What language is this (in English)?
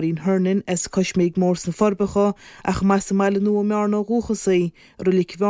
Irish